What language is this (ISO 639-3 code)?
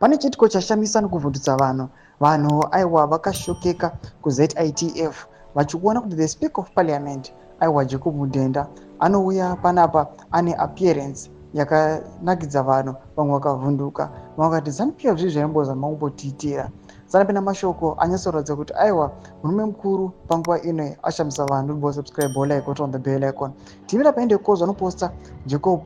sna